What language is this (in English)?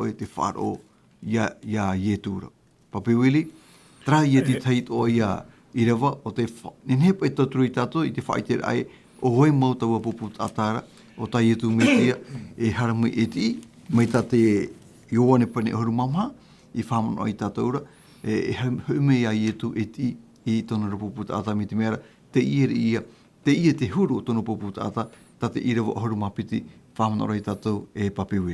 Tahitian